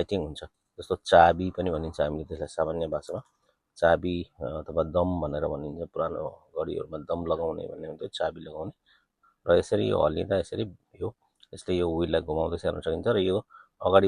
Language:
Nepali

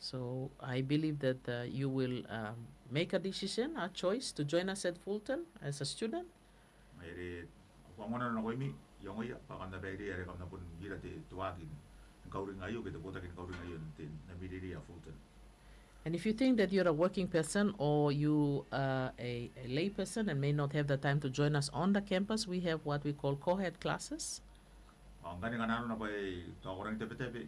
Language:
Gilbertese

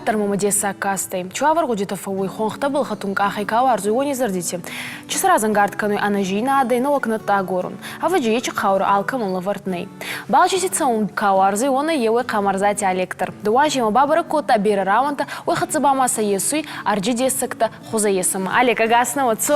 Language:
Ossetic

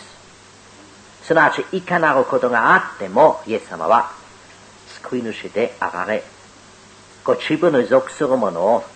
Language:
Japanese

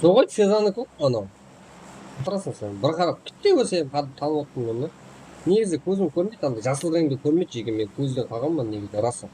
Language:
Kara-Kalpak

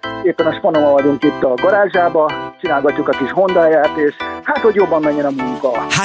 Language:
Hungarian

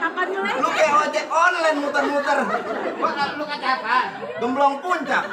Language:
Betawi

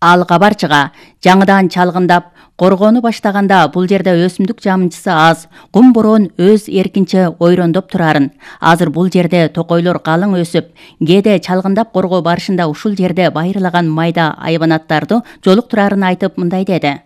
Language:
Kyrgyz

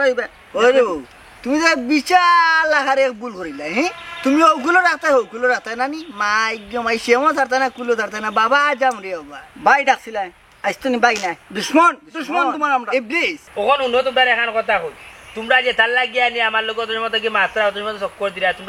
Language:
Sylheti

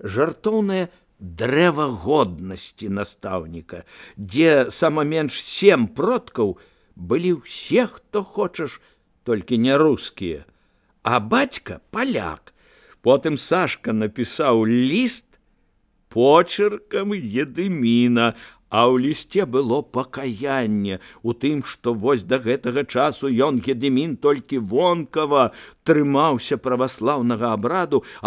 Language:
Belarusian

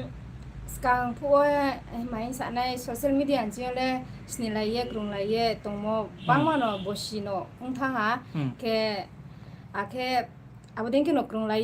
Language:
Riang (India)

